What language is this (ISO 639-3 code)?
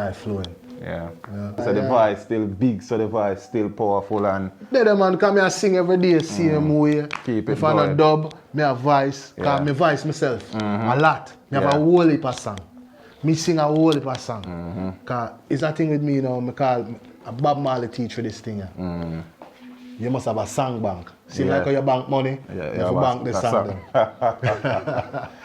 jam